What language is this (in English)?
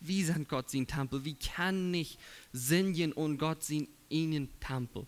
Plautdietsch